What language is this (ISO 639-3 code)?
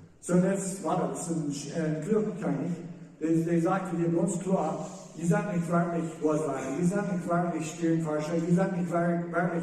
pdt